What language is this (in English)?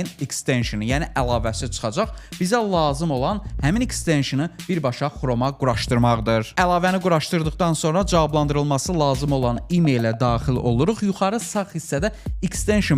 Azerbaijani